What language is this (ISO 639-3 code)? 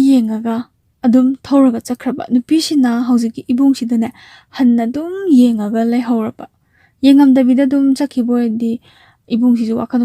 mni